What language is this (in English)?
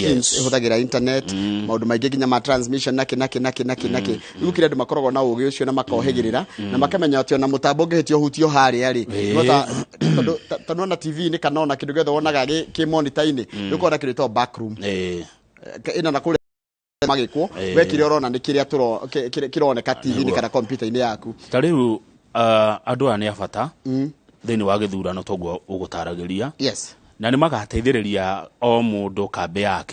Kikuyu